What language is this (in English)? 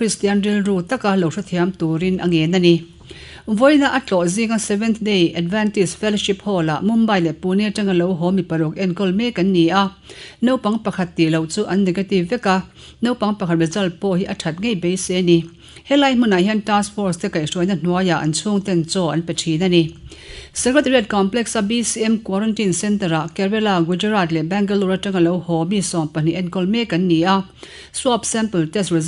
Mizo